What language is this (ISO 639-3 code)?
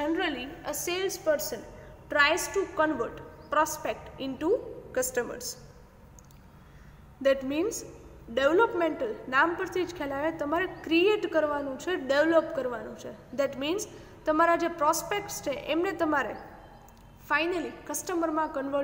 guj